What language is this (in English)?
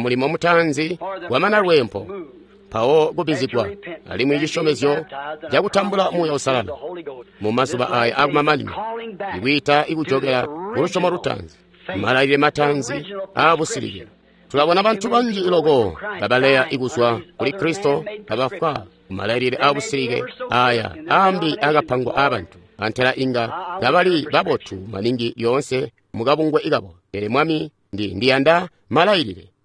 Tonga (Zambia)